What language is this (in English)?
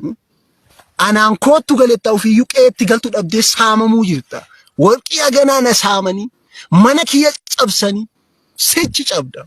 Oromo